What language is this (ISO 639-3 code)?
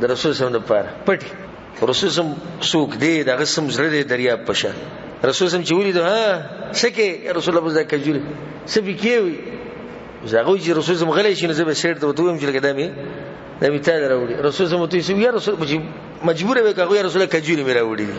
pus